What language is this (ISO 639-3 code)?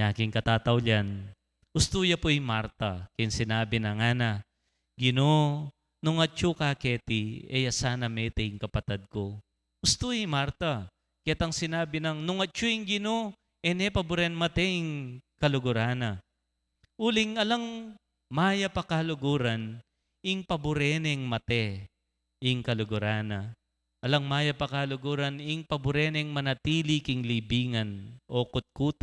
pam